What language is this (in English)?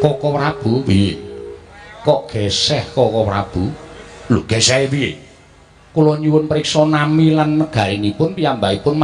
Javanese